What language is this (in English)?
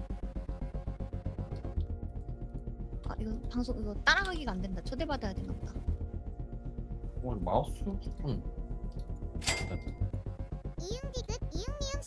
Korean